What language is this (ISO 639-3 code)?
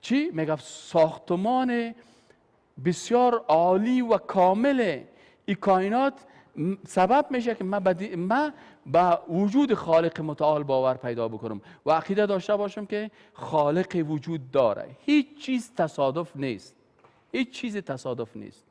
fas